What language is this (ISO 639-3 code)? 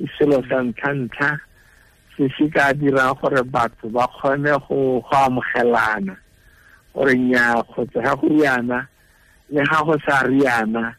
tsn